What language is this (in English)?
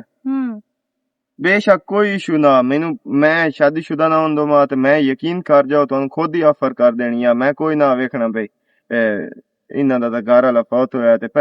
Western Panjabi